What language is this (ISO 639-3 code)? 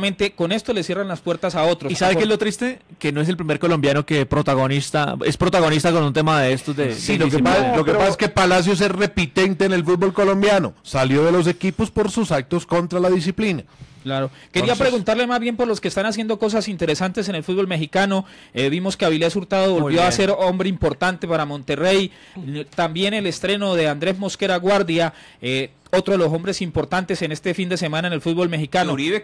spa